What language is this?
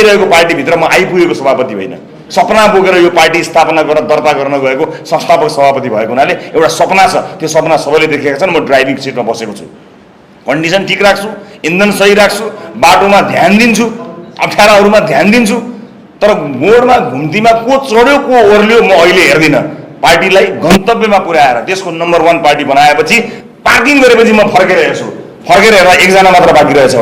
Nepali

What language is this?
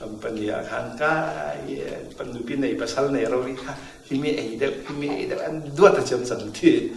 Falam Chin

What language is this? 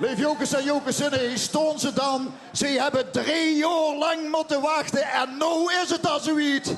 Limburgish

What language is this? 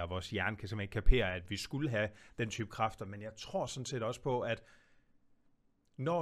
Danish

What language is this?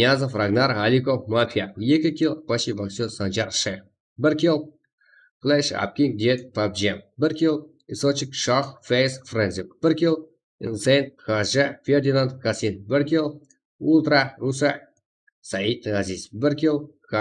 Kara-Kalpak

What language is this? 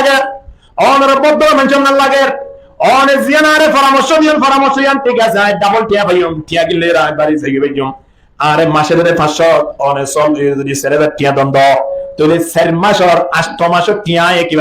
Rohingya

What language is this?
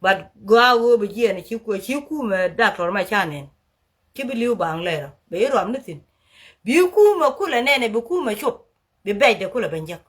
Nuer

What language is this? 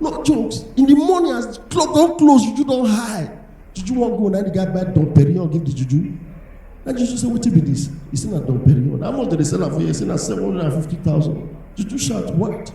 Nigerian Pidgin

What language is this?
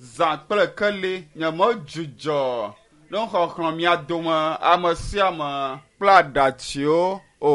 Ewe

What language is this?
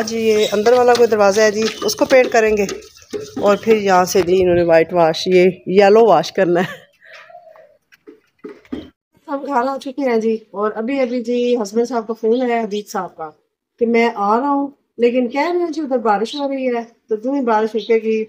Hindi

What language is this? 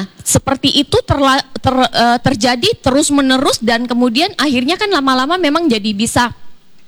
Indonesian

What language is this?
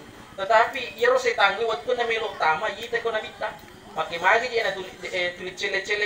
Buginese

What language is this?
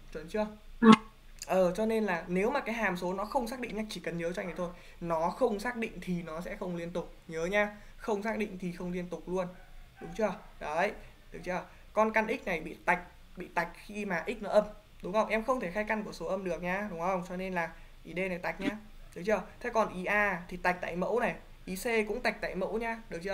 Vietnamese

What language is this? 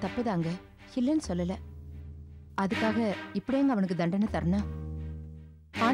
Tamil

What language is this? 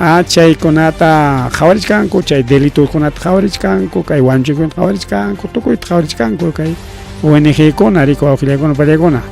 Ayacucho Quechua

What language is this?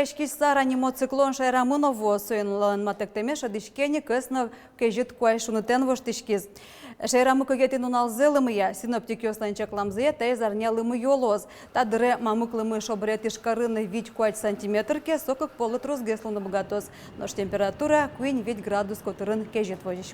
Udmurt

